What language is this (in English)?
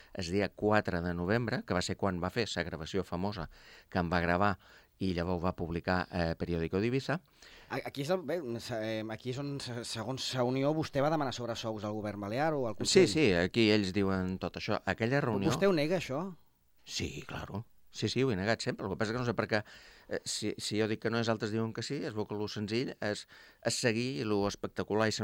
Catalan